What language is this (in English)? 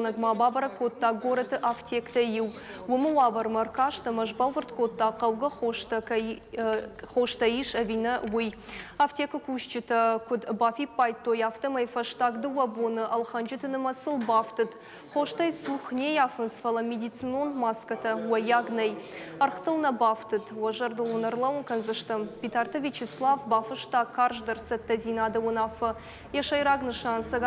Ossetic